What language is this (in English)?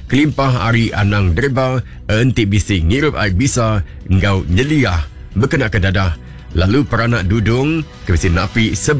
Iban